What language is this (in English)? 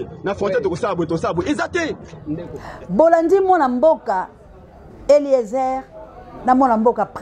Lingala